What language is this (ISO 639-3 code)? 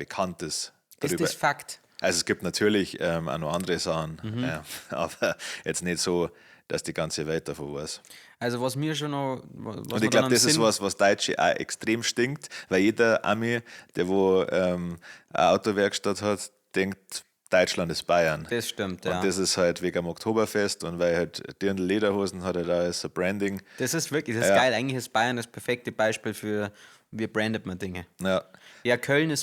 bar